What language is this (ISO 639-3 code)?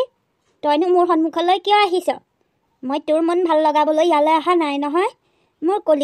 asm